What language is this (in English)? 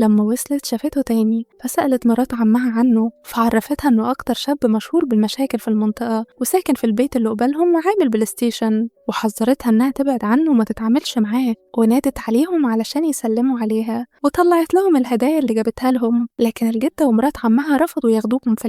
Egyptian Arabic